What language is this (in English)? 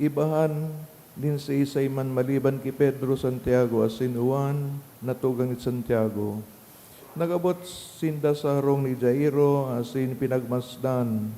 Bikol